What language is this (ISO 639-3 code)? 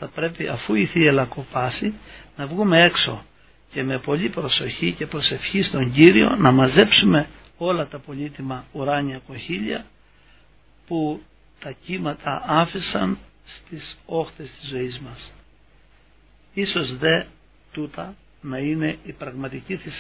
ell